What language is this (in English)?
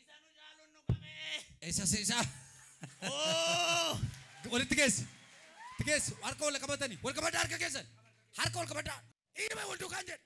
Oromo